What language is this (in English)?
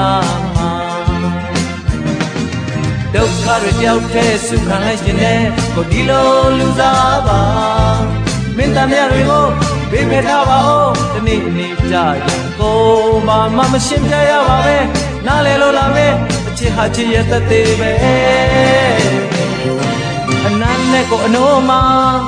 Burmese